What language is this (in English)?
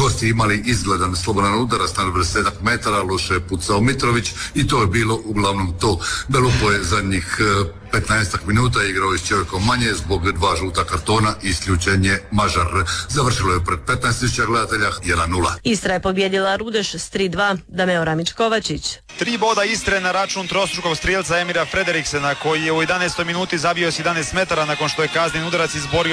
Croatian